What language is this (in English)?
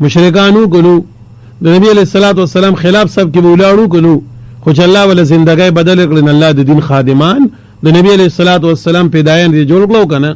Pashto